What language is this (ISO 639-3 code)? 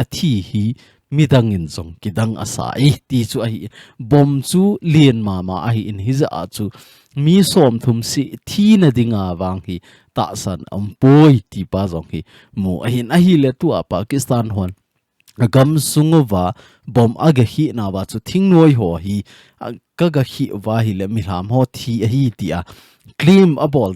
tcz